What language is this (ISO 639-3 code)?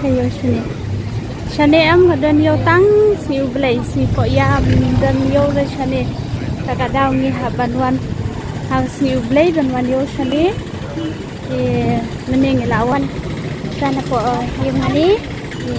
kha